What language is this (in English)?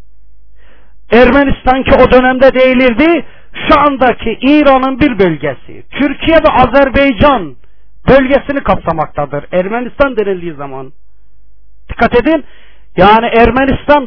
Turkish